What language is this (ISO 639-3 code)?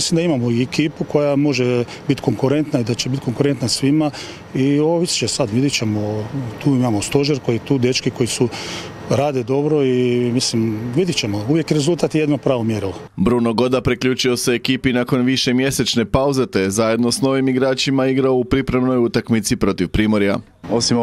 hrv